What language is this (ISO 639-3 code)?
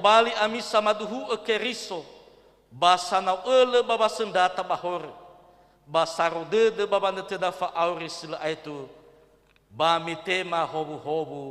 nia